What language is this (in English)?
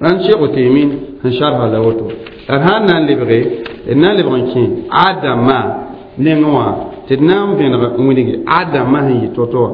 Mossi